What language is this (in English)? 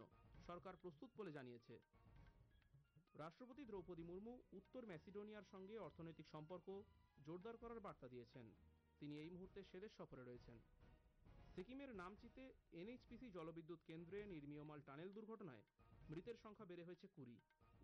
Bangla